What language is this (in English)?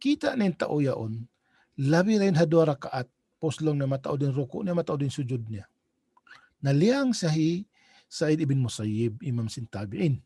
Tausug